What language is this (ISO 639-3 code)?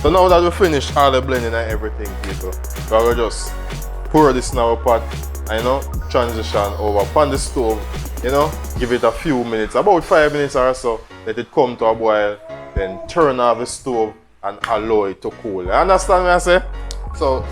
jam